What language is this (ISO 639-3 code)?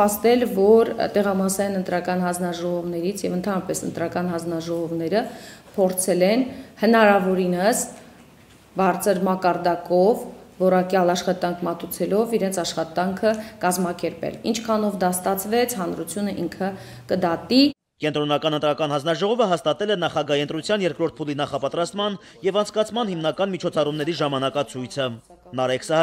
hye